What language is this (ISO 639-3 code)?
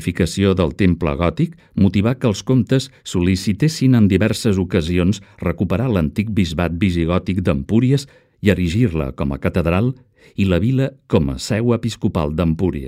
cat